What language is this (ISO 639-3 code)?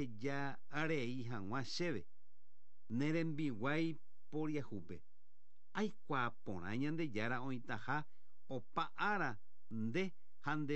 grn